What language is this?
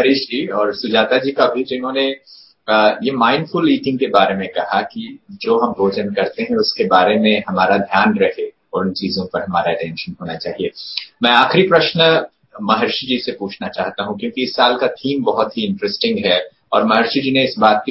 Hindi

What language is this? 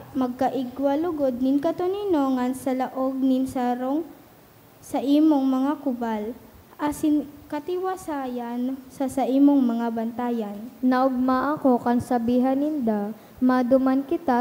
Bikol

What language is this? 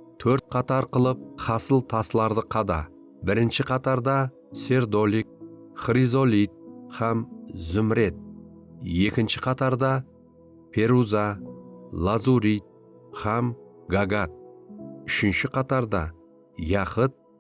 Kara-Kalpak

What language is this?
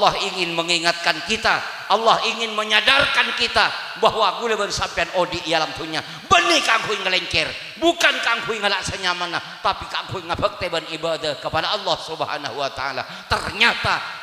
Madurese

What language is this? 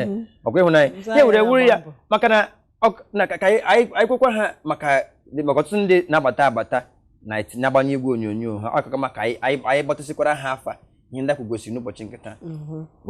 Igbo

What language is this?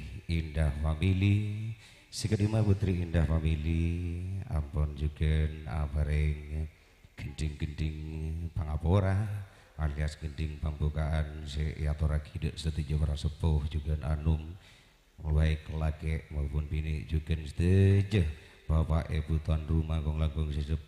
Madurese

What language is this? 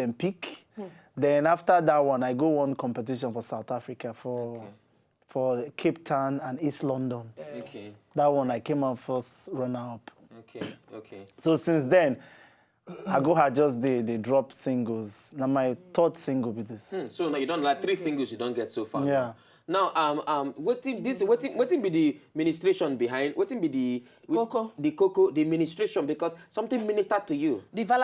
Nigerian Pidgin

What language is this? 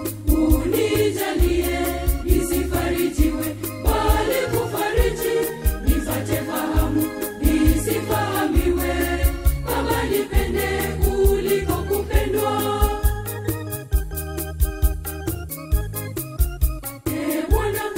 Swahili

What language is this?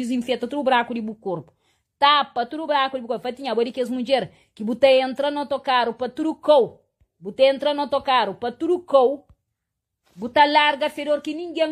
Kabuverdianu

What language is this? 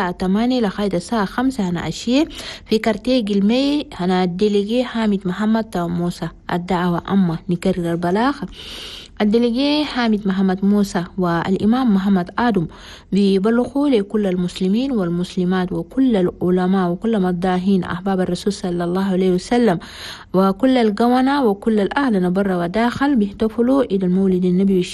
Chadian Arabic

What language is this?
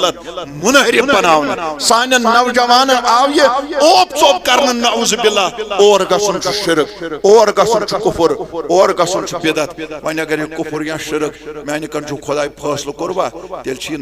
Kashmiri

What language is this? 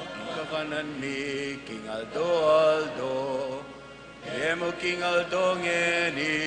Pampanga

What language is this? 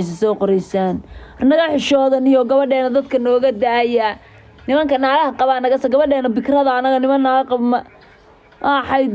Somali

